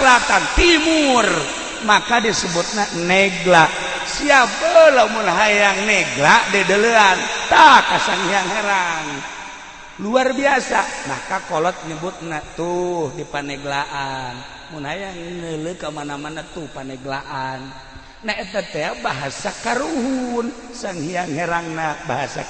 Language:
Sundanese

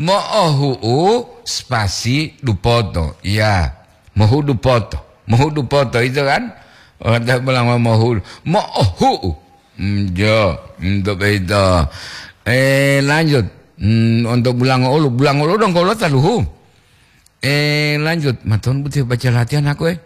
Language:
Gorontalo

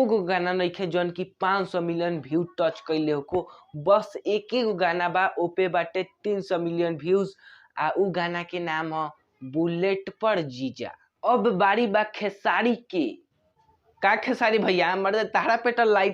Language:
Bhojpuri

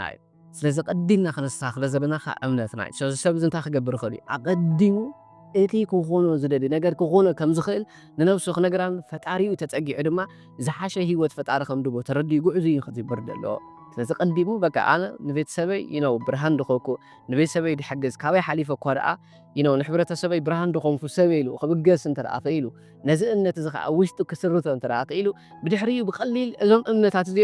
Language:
Tigrinya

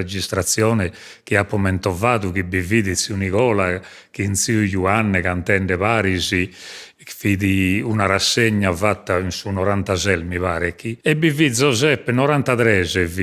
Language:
Sardinian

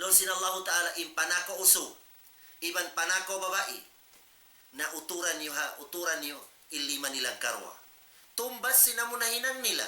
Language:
Tausug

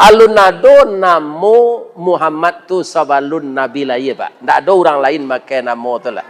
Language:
Minangkabau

